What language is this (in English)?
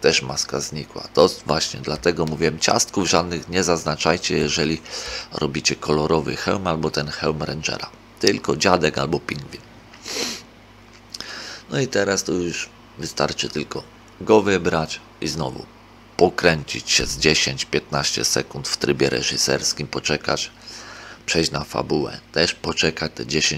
Polish